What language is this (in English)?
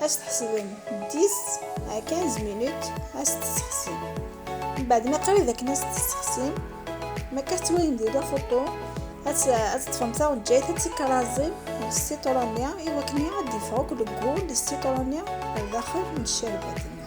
Kabyle